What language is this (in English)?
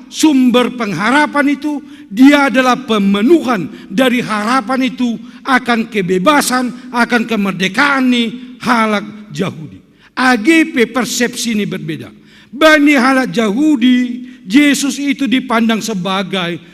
Batak Simalungun